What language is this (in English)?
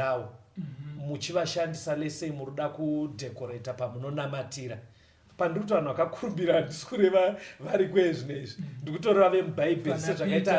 Shona